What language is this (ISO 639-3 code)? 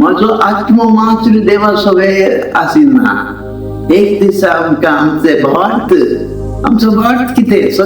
kok